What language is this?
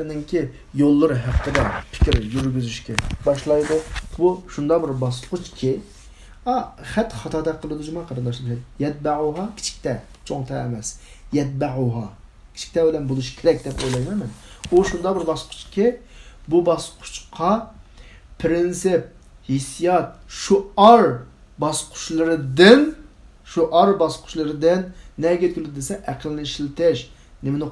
Uyghur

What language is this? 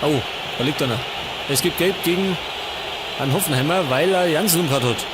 Bavarian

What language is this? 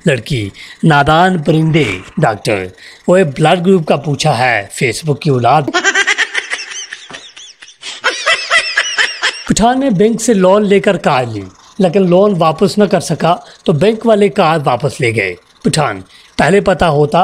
Hindi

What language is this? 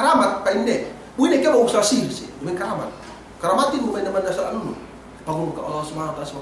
Yakan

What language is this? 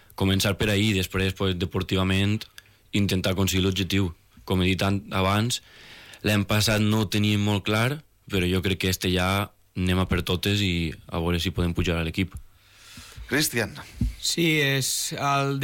Catalan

